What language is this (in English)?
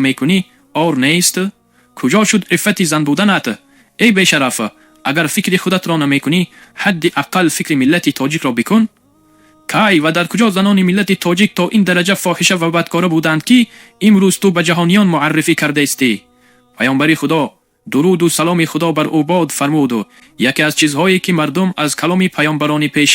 Tajik